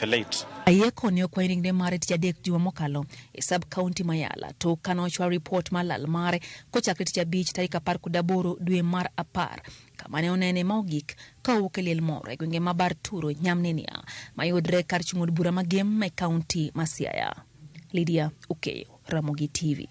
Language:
Luo (Kenya and Tanzania)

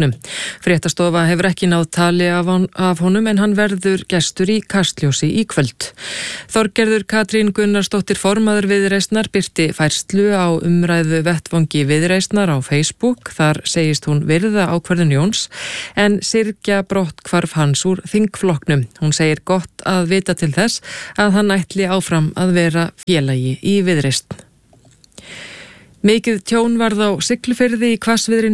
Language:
Icelandic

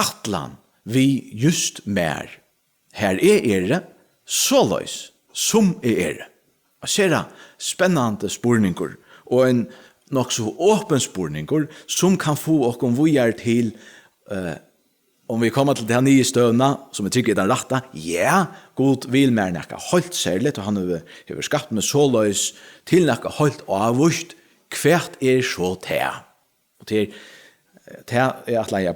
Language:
Faroese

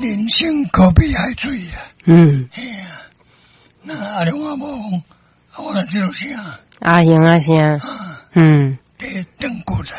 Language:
Min Nan Chinese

